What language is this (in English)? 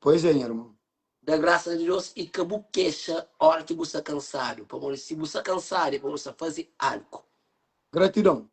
Kabuverdianu